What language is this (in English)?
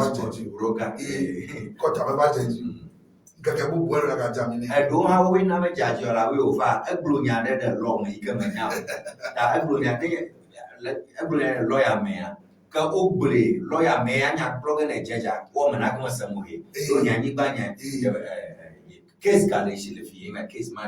Ewe